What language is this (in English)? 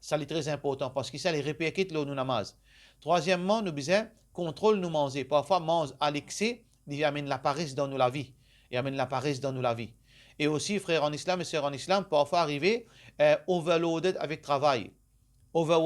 Morisyen